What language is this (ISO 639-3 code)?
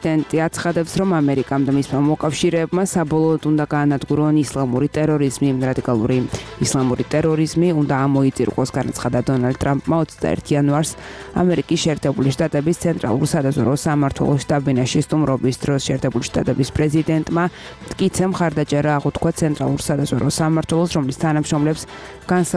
kat